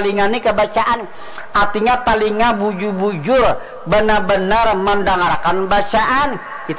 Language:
Banjar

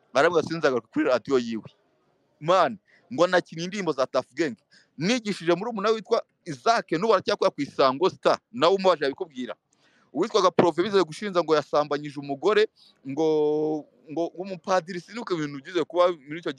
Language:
Kinyarwanda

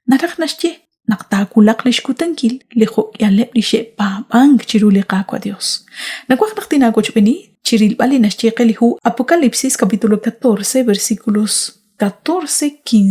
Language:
Kekchí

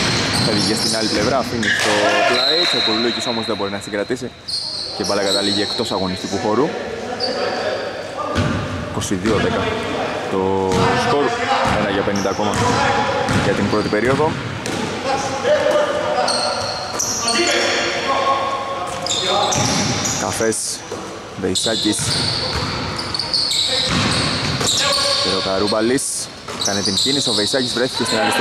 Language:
Greek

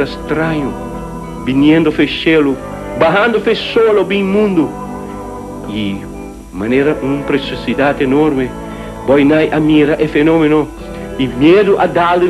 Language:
Papiamento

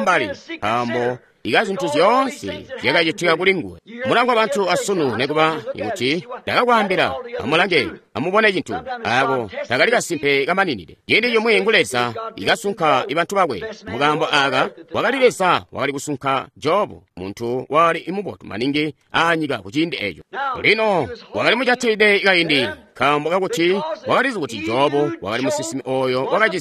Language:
Tonga (Zambia)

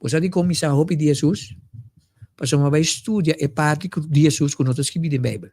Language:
Papiamento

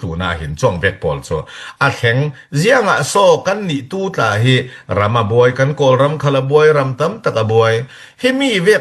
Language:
Falam Chin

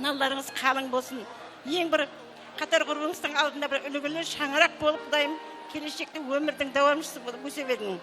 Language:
Kara-Kalpak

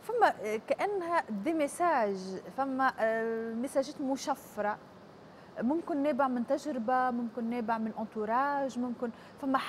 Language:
Tunisian Arabic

